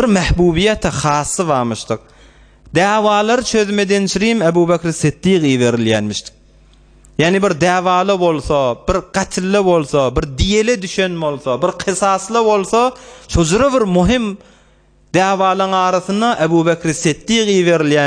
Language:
Turkmen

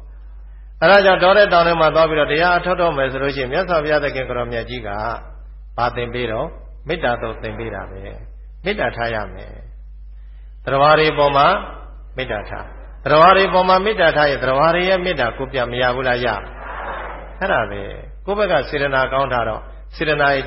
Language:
Burmese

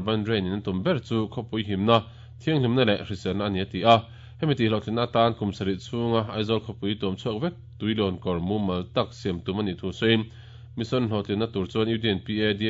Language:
Mizo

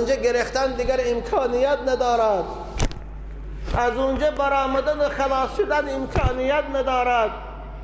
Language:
Persian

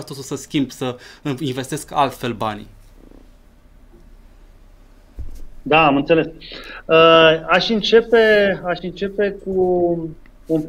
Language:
Romanian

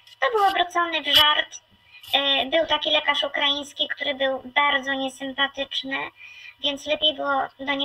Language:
Polish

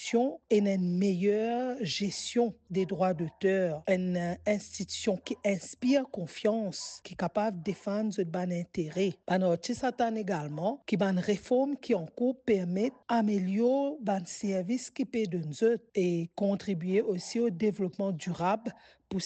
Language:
Morisyen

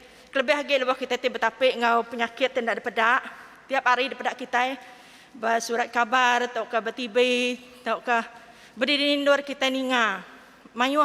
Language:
Iban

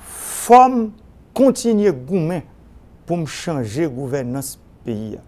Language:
Haitian Creole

